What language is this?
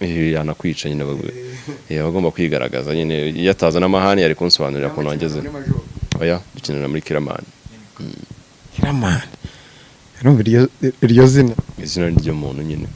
Kinyarwanda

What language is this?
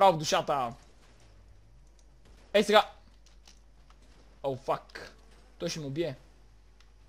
Bulgarian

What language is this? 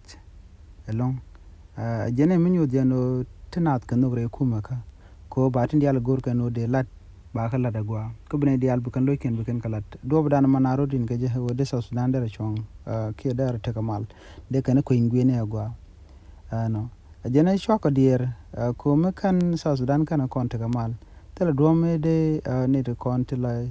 Nuer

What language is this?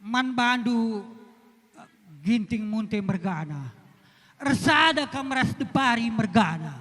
Batak Karo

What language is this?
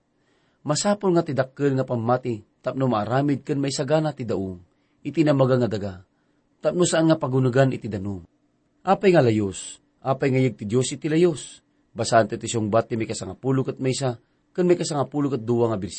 Iloko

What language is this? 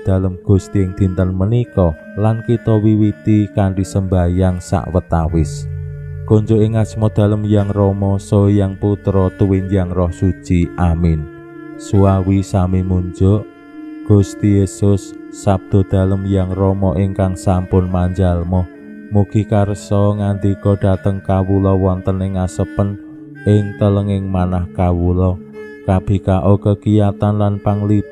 Javanese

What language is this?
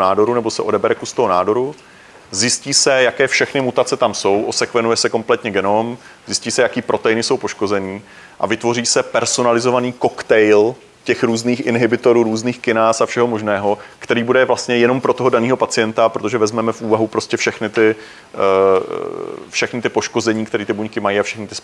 Czech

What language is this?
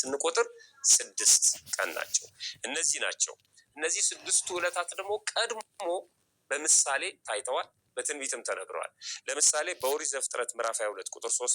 Amharic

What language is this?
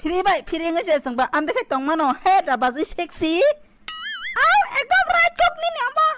Kok Borok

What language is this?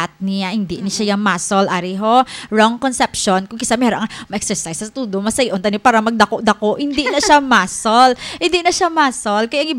Hiligaynon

